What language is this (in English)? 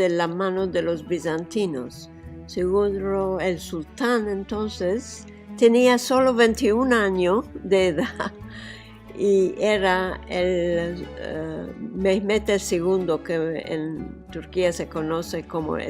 Ladino